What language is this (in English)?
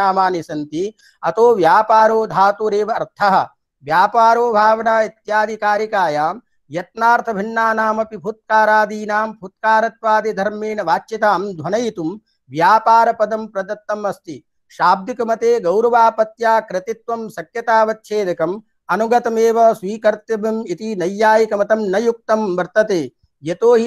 Sanskrit